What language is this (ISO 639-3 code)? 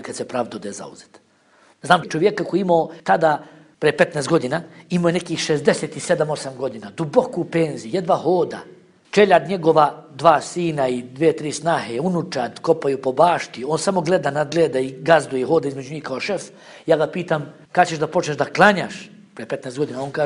bos